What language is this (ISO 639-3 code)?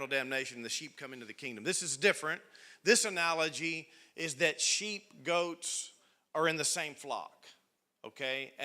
eng